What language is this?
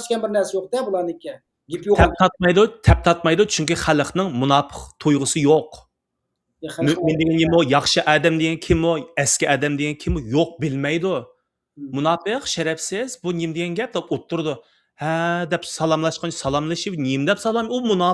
Uyghur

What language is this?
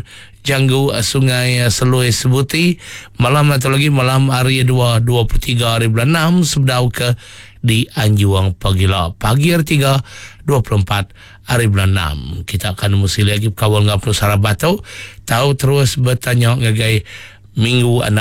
Iban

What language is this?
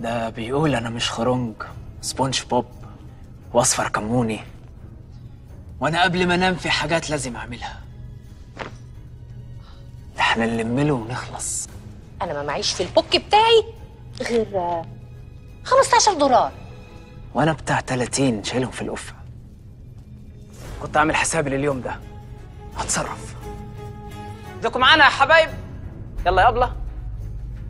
Egyptian Arabic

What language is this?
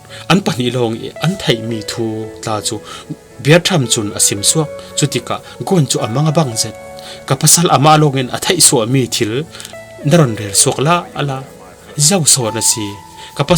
Falam Chin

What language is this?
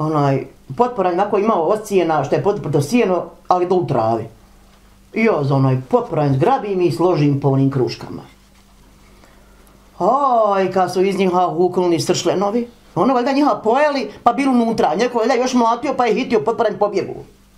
Bosnian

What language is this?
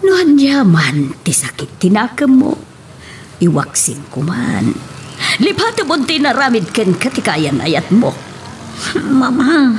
Iloko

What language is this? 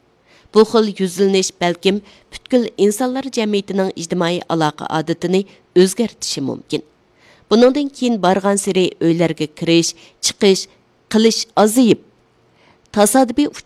Uyghur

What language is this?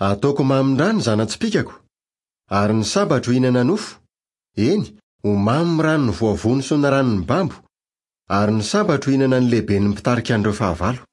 Malagasy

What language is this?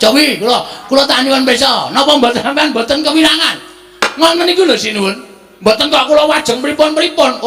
Javanese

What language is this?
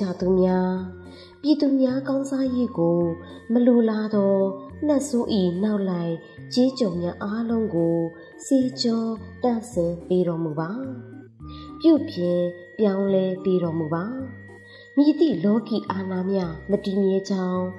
Burmese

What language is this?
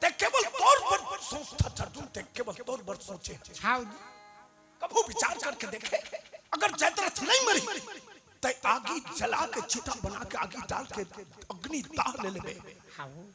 Chhattisgarhi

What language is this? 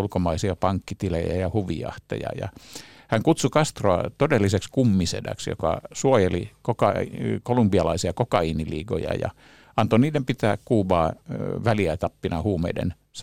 Finnish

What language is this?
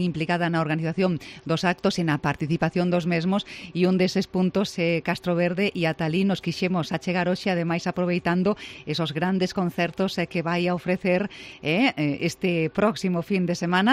Galician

